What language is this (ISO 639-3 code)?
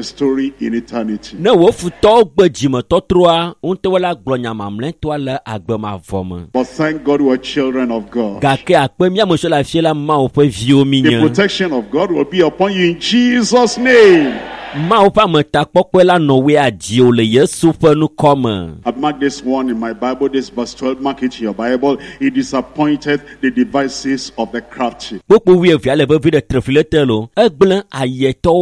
ewe